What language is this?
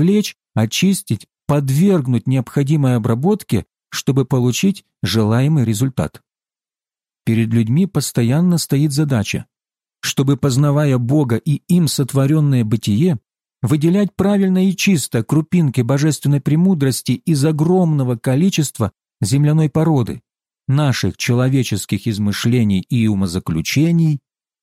Russian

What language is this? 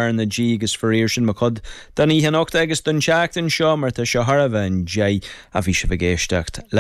Irish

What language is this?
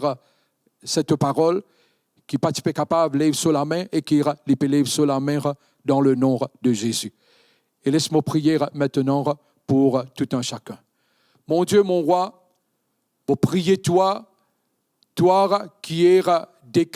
Morisyen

